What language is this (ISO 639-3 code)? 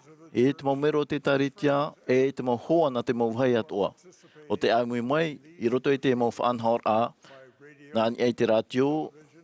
tah